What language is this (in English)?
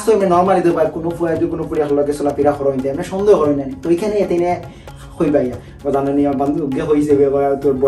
Sylheti